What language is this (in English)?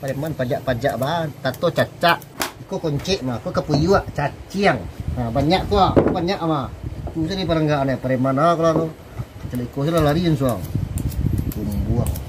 Minangkabau